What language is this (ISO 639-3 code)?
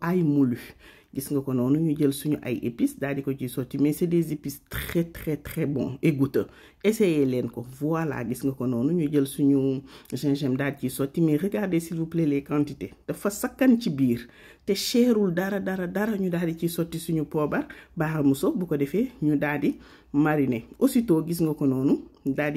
wol